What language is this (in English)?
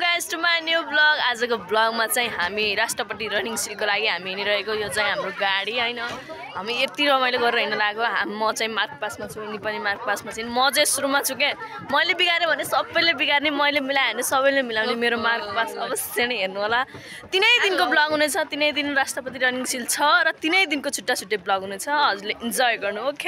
Nepali